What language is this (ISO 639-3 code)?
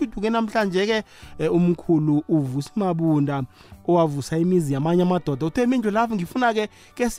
nbl